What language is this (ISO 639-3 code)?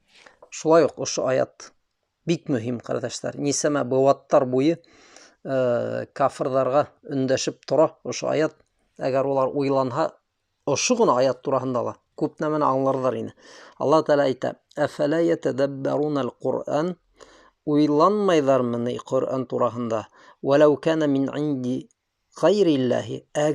bak